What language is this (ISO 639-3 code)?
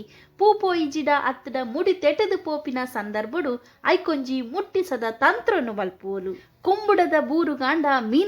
tcy